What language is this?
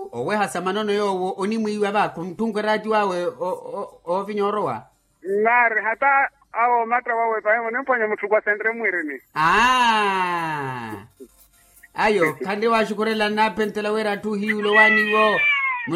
Makhuwa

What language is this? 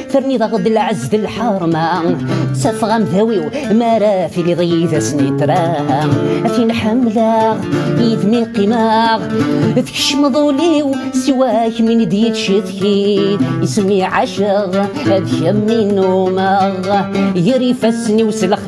Kabyle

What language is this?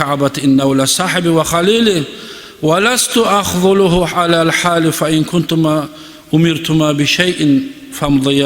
Kumyk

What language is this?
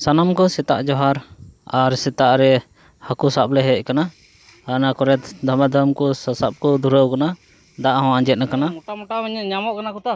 Santali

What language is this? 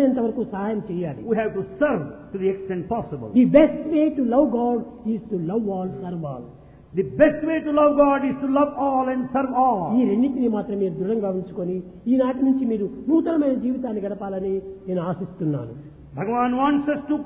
Telugu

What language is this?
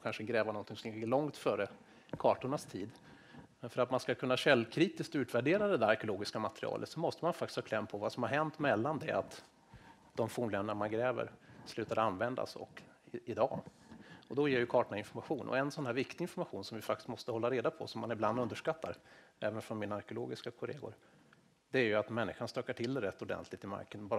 Swedish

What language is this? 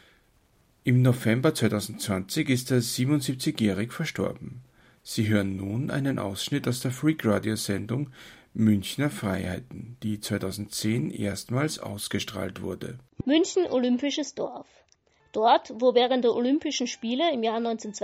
German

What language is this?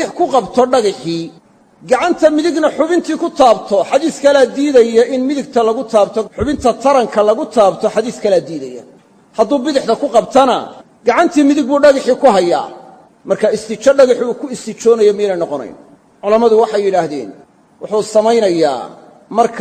Somali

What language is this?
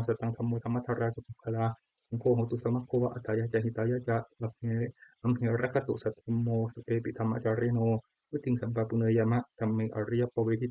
Pali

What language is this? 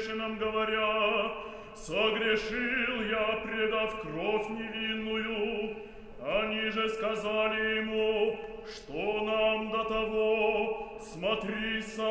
Russian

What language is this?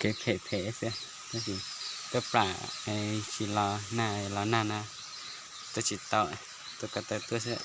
Hmong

